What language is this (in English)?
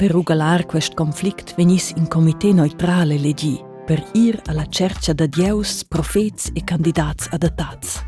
Romansh